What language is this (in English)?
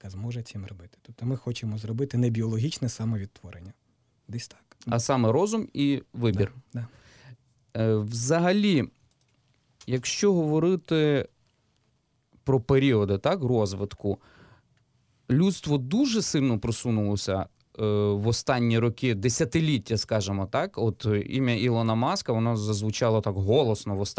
Ukrainian